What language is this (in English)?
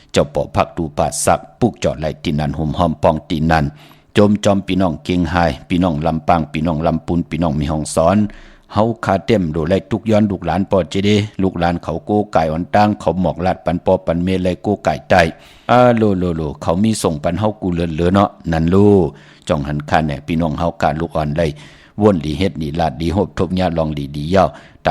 Shan